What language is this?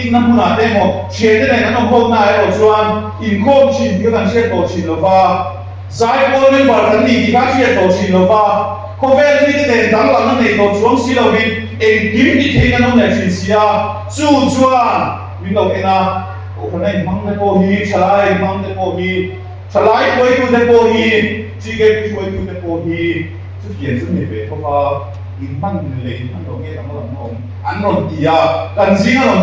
Mizo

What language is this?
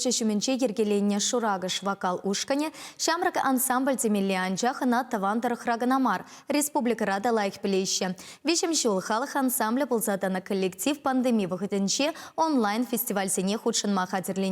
Chuvash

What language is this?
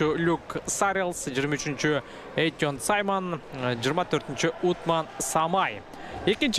Kyrgyz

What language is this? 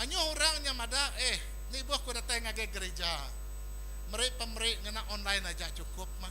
Iban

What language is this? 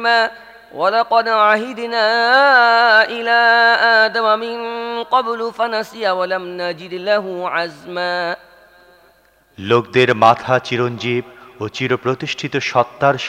Bangla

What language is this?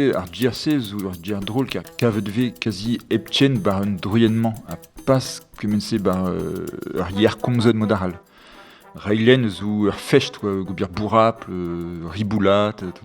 Breton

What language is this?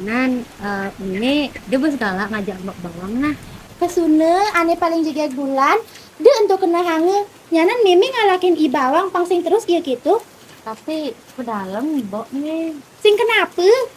Balinese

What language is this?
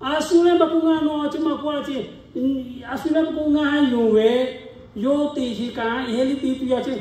Lahu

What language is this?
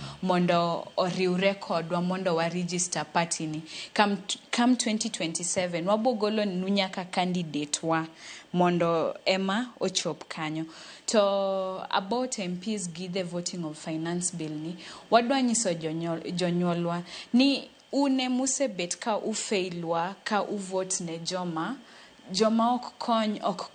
Luo (Kenya and Tanzania)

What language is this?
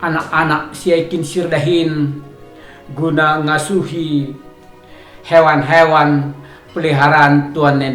Batak Karo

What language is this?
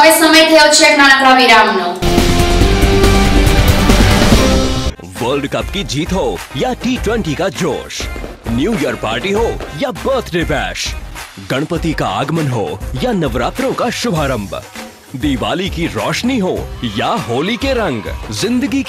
Gujarati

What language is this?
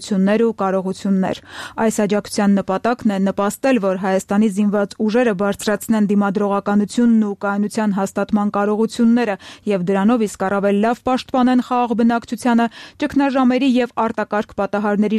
Armenian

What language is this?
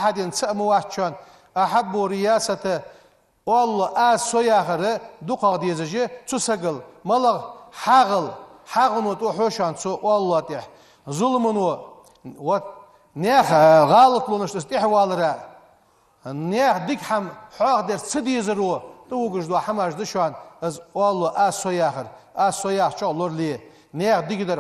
Ingush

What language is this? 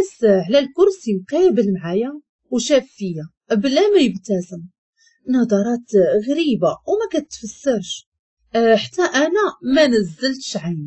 Moroccan Arabic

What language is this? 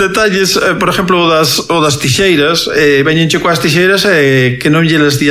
Galician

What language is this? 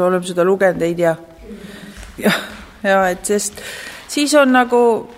Estonian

